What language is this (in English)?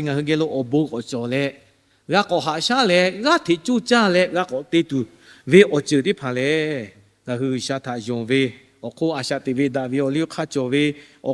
Lahu